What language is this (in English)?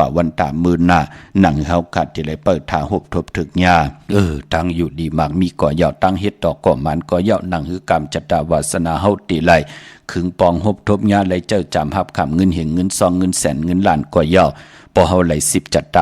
Shan